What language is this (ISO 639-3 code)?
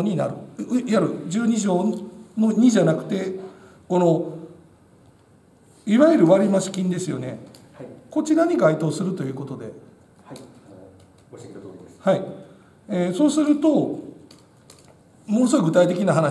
jpn